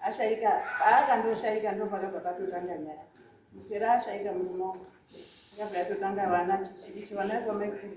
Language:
Shona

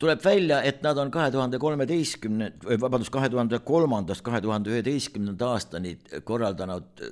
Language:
Estonian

